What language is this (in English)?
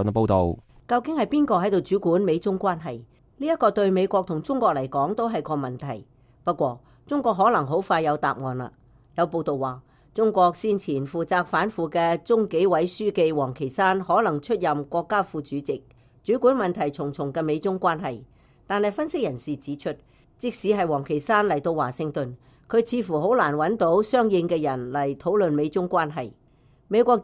Cantonese